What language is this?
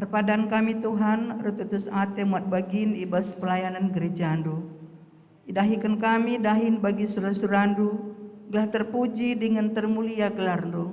Batak Karo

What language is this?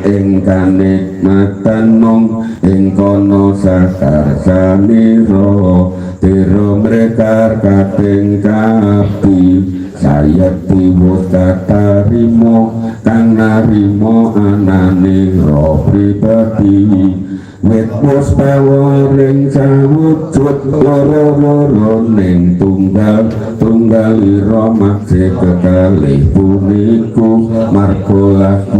Javanese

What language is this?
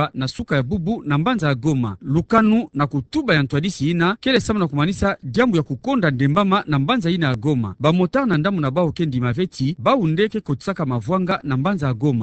Kituba (Democratic Republic of Congo)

